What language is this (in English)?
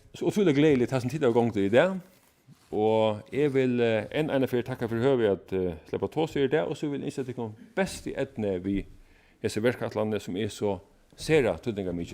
Faroese